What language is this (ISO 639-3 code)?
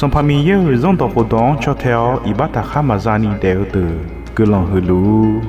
ahk